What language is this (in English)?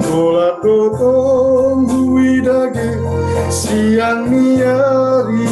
Batak Simalungun